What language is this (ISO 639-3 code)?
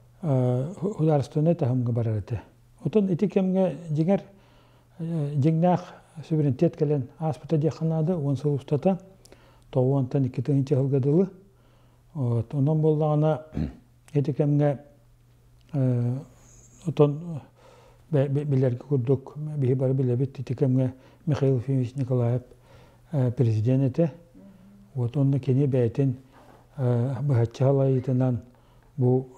sah